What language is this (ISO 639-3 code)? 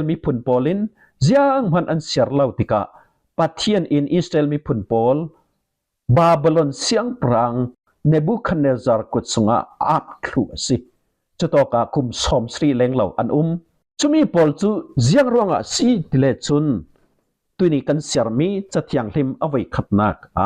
cfm